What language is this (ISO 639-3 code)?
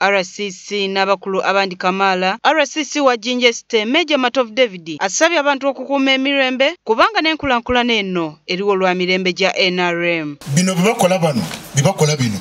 xog